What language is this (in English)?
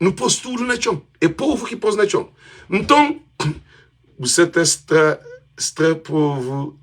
Kabuverdianu